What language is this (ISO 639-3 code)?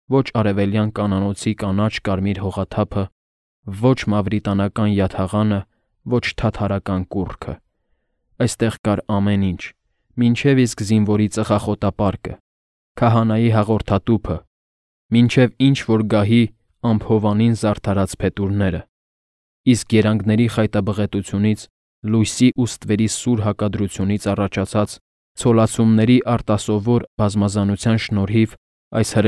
hye